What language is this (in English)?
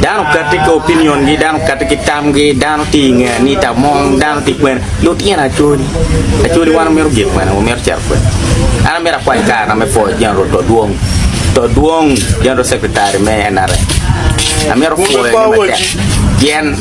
Acoli